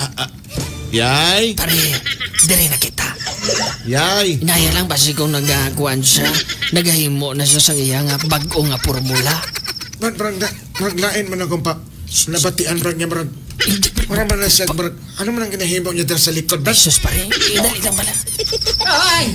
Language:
Hiligaynon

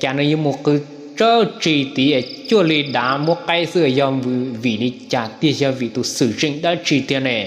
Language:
Hmong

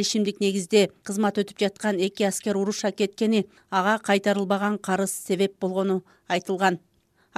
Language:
Kyrgyz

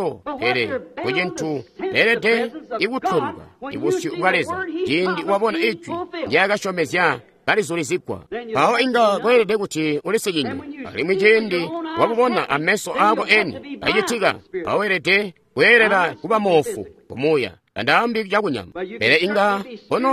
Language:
Tonga (Zambia)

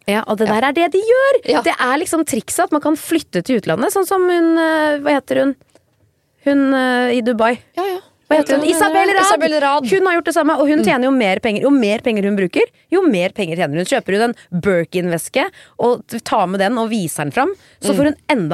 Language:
Norwegian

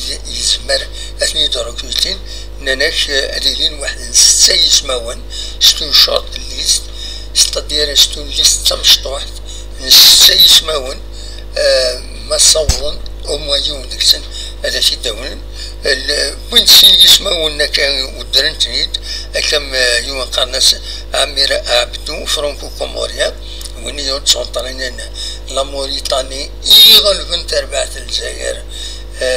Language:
Kabyle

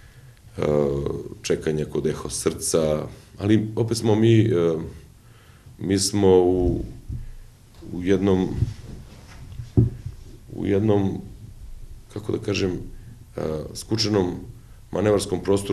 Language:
Serbian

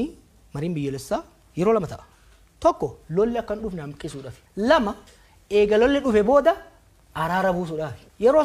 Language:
Oromo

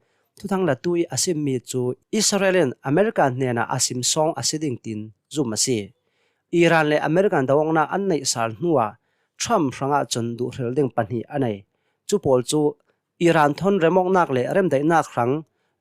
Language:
Hakha Chin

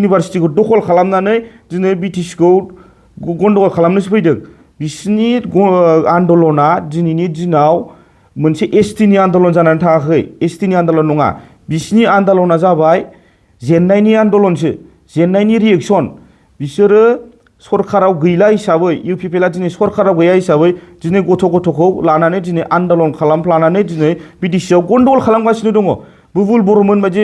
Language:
Bodo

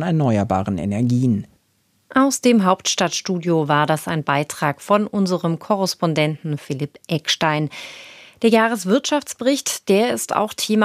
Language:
German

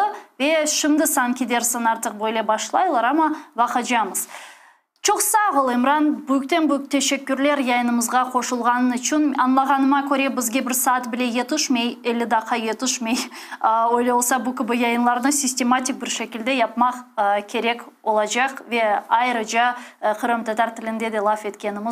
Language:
Crimean Tatar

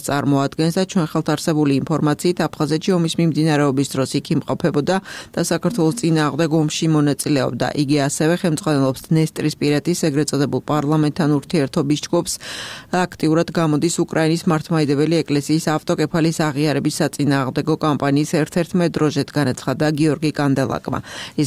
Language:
Georgian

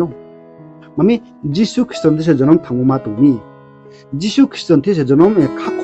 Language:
Riang (India)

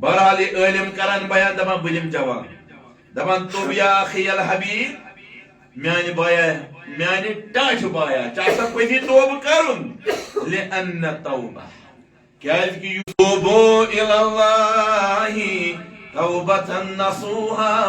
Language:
Kashmiri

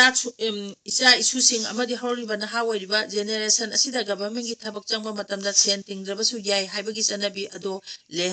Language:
Manipuri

